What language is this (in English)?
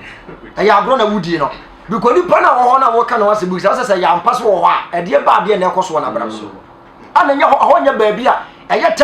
Akan